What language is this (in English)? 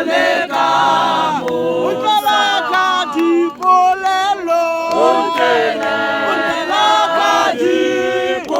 Tswana